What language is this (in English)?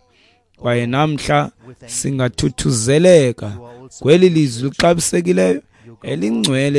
Xhosa